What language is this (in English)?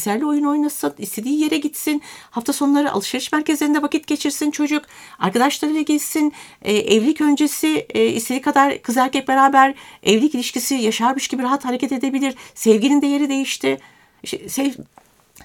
Turkish